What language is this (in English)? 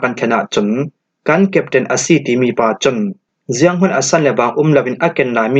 Falam Chin